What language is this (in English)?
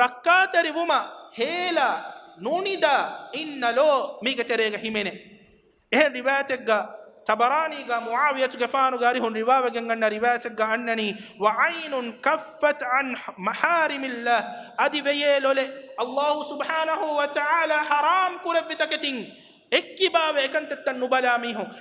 Divehi